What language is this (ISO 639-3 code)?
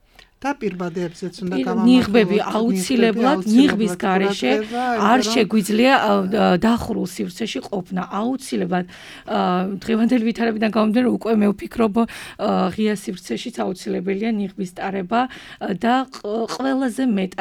kat